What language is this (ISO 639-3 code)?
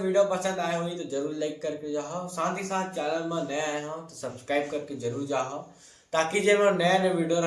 hne